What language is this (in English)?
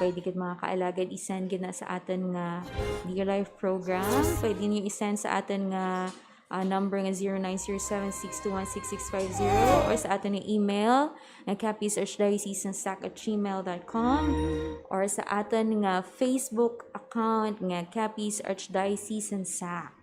Hiligaynon